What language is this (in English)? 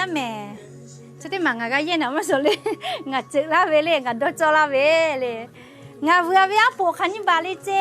Lahu